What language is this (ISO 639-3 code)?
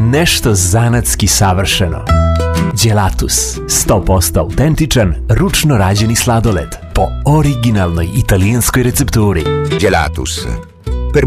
srp